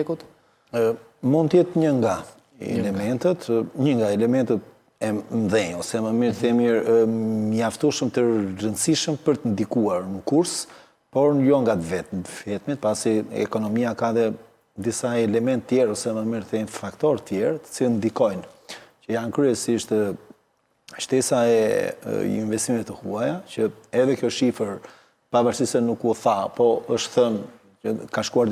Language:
Albanian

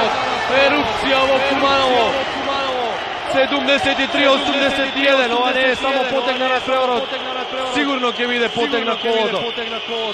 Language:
Macedonian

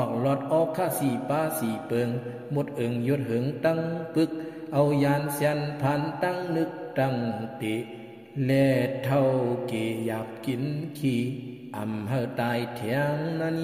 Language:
Shan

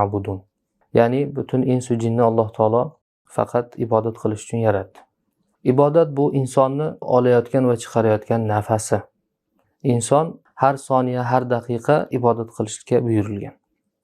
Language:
Uzbek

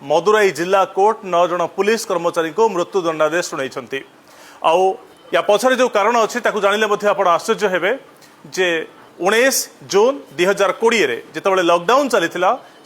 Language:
Odia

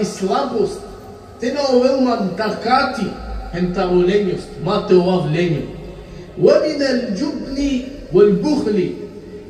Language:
Balkan Romani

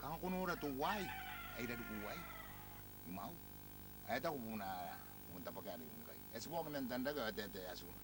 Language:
Gilbertese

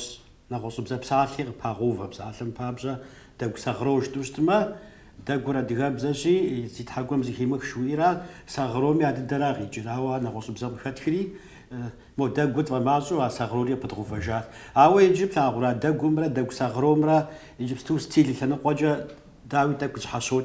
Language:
Kabardian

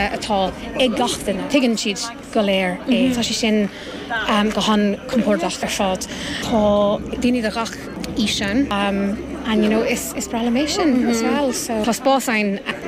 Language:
Irish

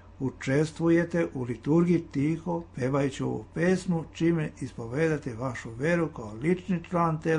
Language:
Serbian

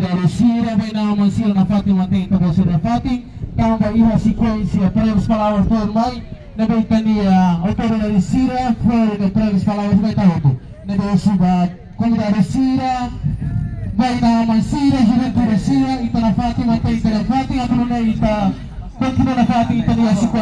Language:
Tetum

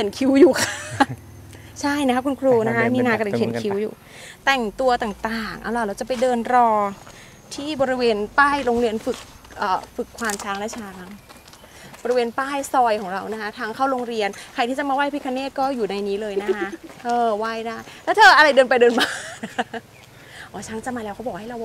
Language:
Thai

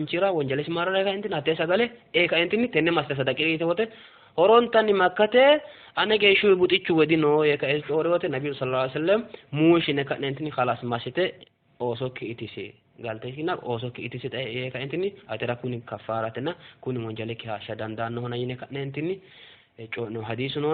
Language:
Sidamo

